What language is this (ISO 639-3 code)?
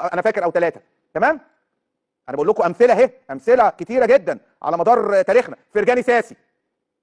arz